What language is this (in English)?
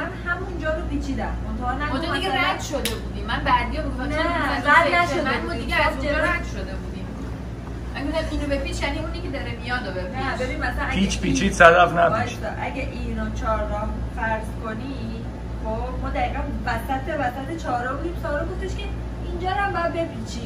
Persian